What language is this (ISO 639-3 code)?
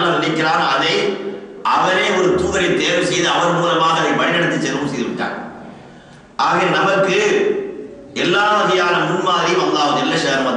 tam